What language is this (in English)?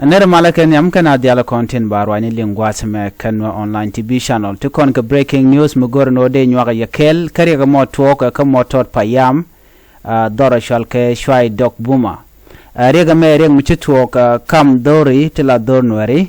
Nuer